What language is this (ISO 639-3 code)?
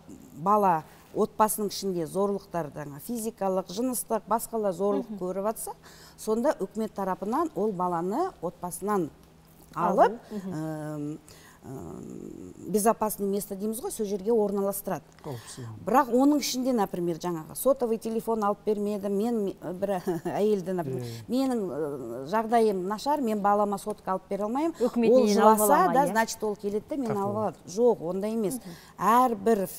kaz